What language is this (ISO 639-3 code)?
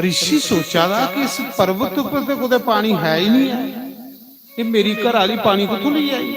doi